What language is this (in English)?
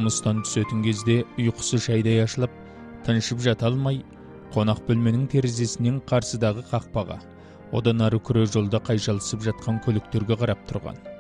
Kazakh